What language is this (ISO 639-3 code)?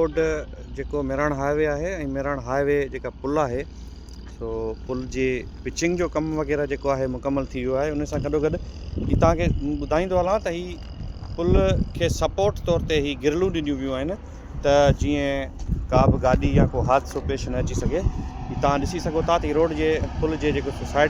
snd